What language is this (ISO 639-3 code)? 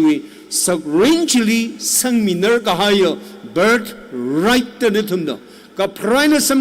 nmf